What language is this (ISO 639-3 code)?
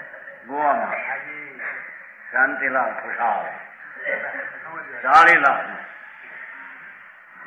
guj